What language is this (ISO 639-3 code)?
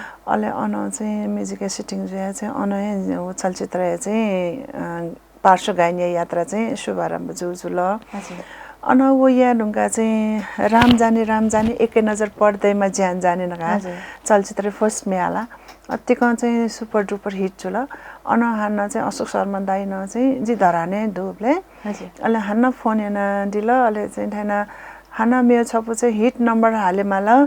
new